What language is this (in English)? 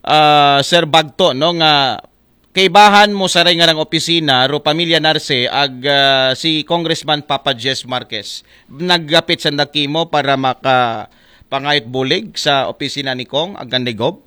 Aklanon